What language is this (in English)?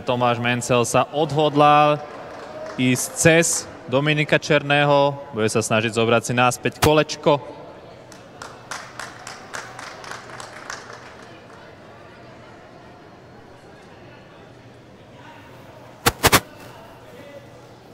Slovak